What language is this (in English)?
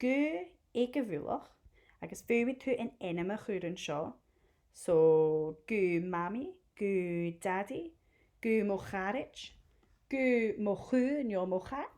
Scottish Gaelic